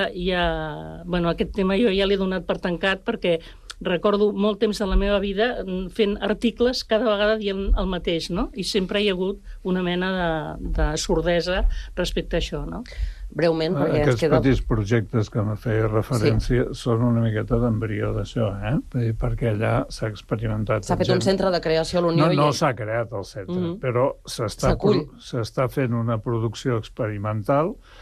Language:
Catalan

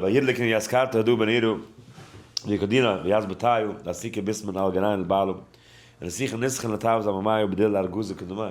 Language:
Yiddish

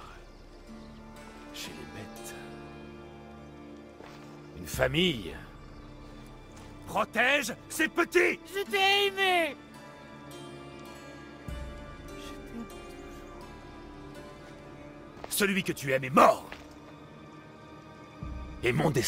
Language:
French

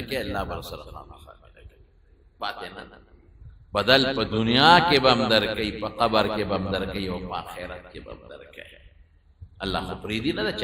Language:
Pashto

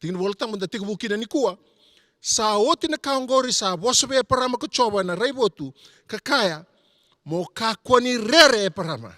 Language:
Fijian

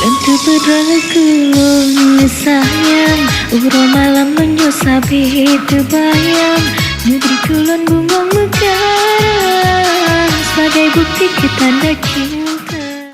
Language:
Achinese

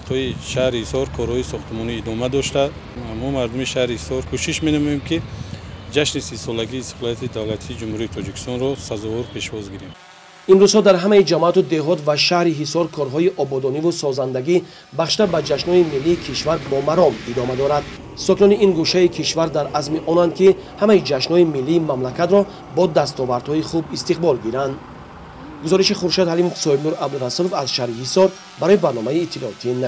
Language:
Tajik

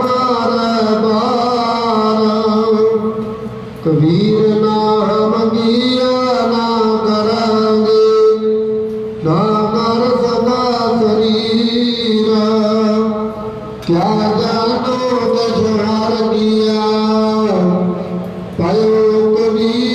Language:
Punjabi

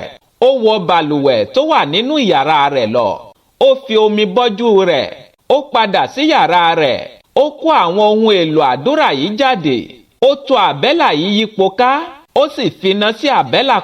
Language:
Yoruba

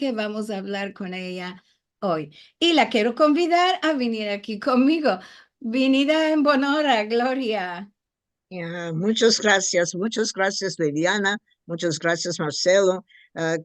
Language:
Ladino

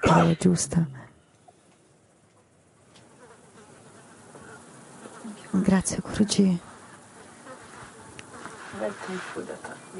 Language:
Italian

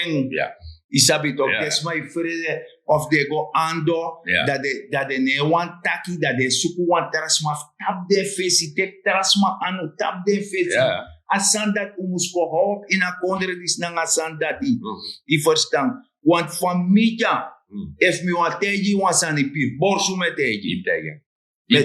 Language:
Sranan Tongo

